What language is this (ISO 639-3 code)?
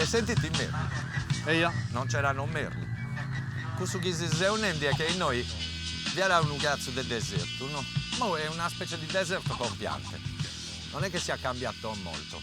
srd